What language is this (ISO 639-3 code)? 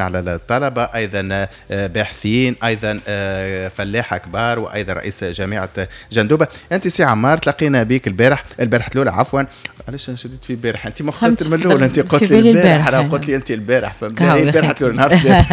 aeb